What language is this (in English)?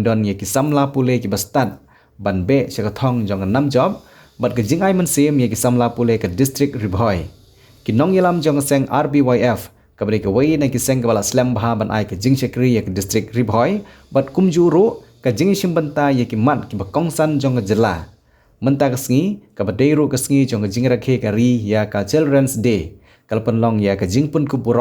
Khasi